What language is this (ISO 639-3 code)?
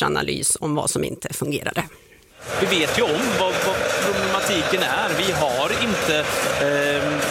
swe